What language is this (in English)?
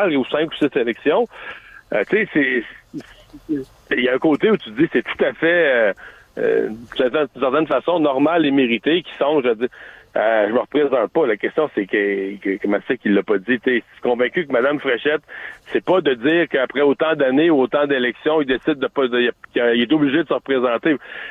French